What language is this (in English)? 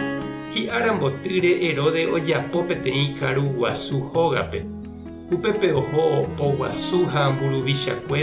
Guarani